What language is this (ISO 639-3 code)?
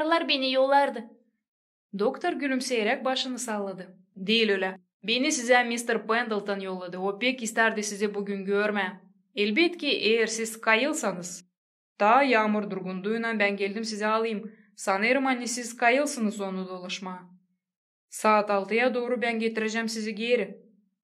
gag